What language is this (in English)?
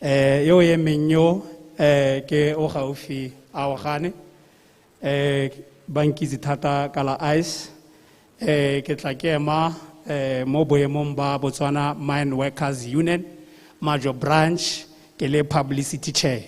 Tswana